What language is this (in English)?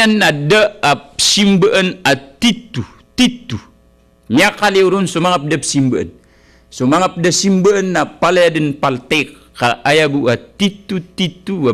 Maranao